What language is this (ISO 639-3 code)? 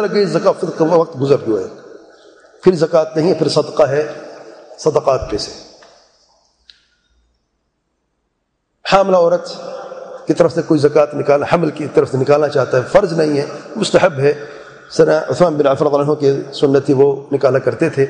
urd